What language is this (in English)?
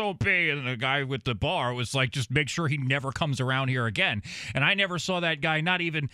English